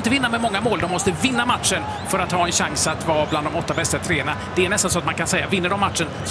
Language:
Swedish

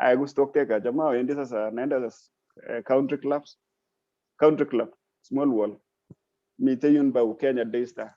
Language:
Kalenjin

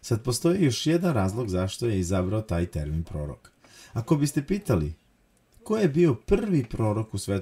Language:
Serbian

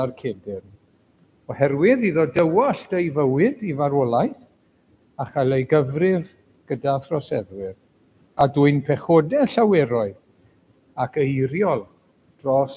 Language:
Welsh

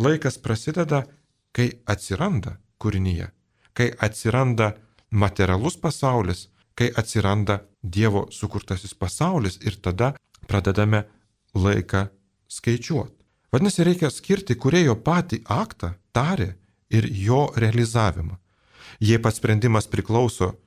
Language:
Lithuanian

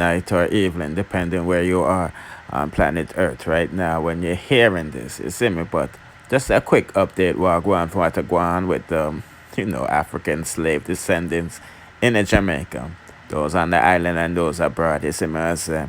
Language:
Jamaican Creole English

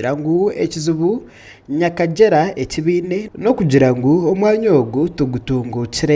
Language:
Nyankole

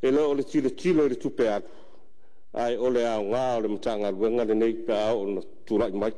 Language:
Samoan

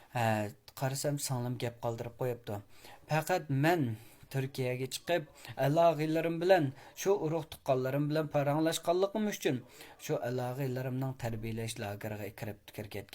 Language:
Uyghur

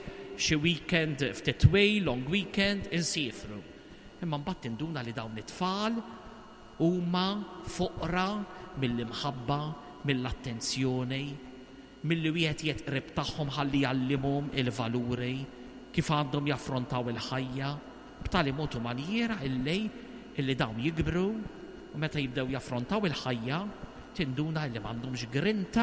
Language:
Maltese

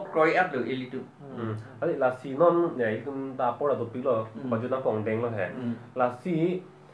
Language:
Karbi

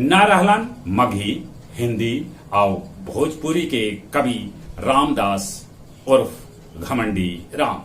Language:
Magahi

